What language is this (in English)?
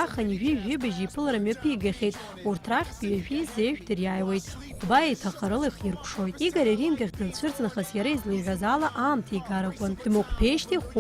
Abkhazian